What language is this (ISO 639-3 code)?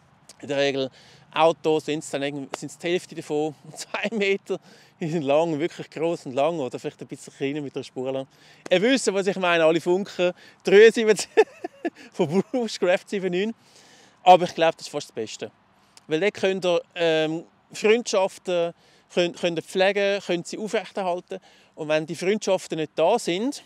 gsw